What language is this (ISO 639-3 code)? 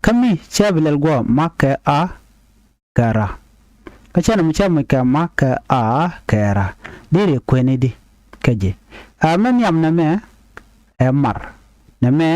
nus